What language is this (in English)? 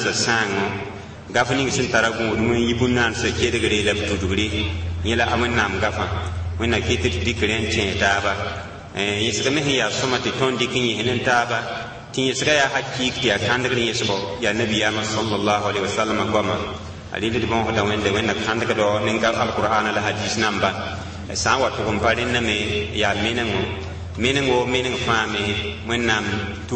Mossi